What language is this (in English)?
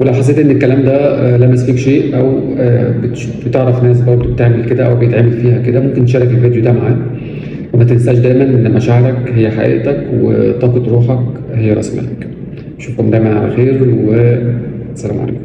Egyptian Arabic